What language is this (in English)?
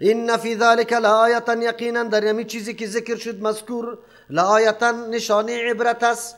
Persian